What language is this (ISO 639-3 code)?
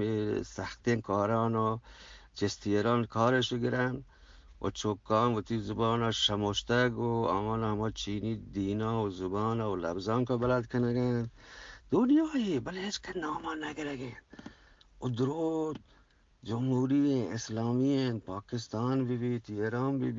bgp